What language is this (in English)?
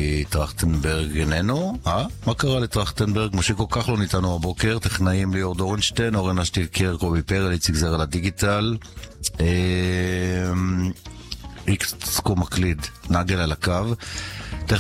Hebrew